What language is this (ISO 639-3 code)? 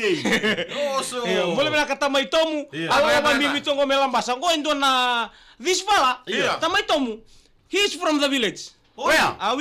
fij